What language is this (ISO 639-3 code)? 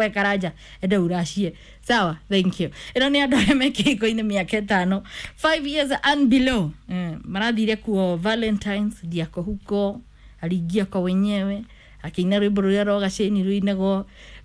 kik